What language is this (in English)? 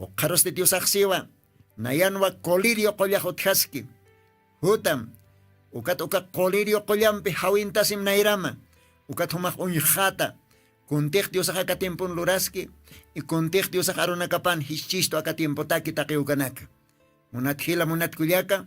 Aymara